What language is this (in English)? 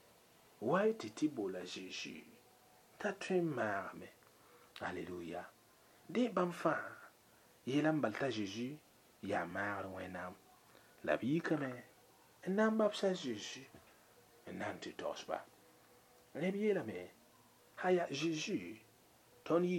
Mossi